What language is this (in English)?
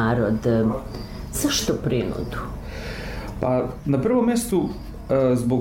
Serbian